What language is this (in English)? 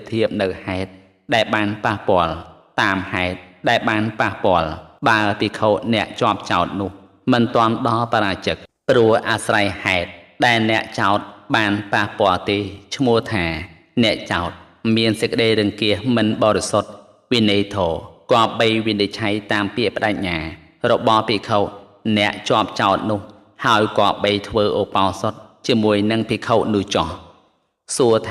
Khmer